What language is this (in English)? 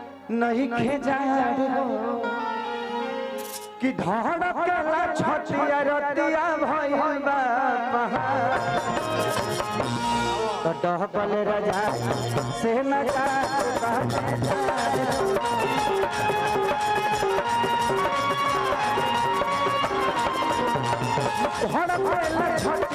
Bhojpuri